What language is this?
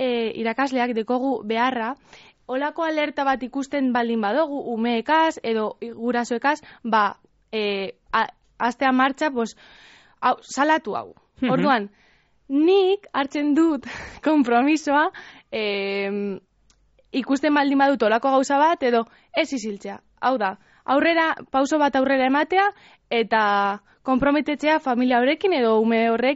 Basque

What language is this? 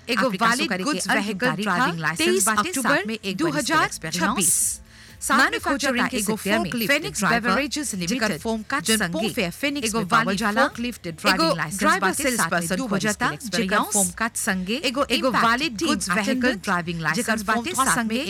Bhojpuri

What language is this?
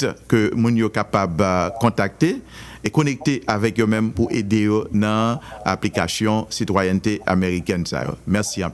Haitian Creole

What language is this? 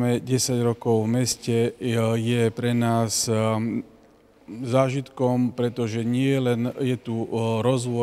Slovak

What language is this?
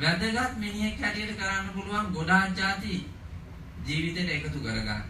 Sinhala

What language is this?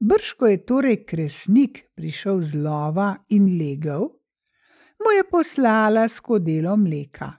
Slovenian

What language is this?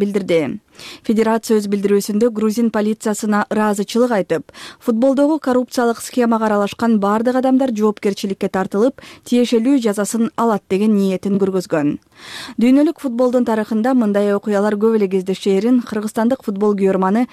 Kyrgyz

